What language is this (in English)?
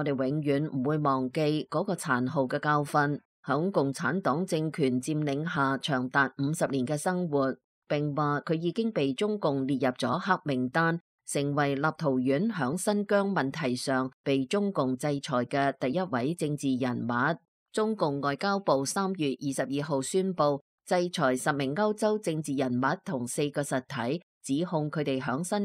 Cantonese